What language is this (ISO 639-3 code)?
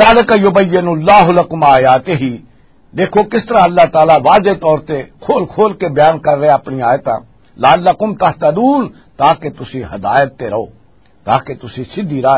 lah